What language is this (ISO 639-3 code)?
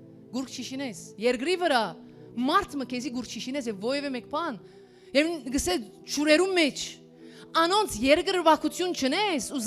hyw